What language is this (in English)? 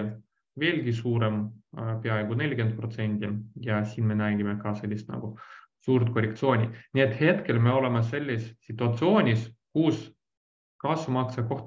Estonian